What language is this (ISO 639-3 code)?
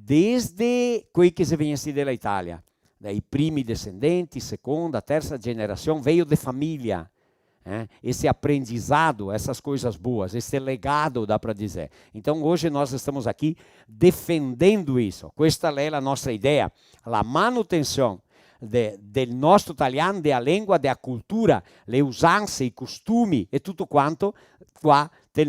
vec